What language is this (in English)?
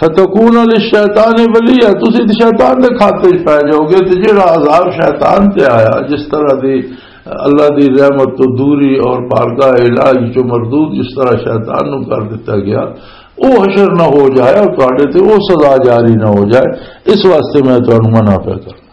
Western Panjabi